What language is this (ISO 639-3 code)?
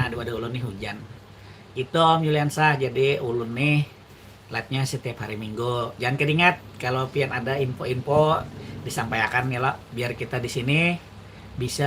bjn